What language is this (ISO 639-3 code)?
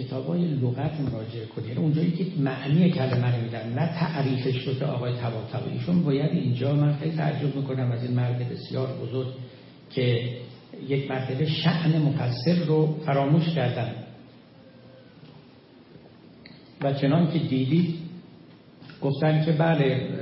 fas